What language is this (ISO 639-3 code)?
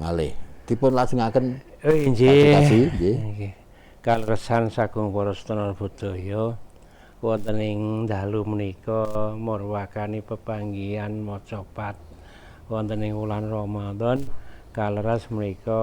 jav